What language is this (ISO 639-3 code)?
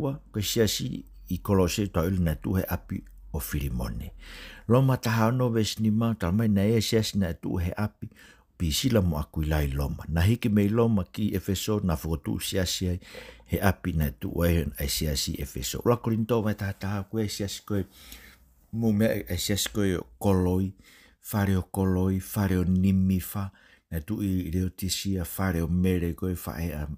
ton